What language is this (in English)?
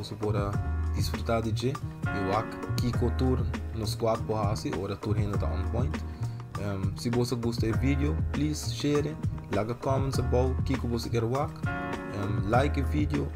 Papiamento